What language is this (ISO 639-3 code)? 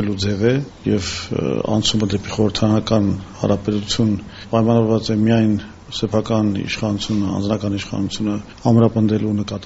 hye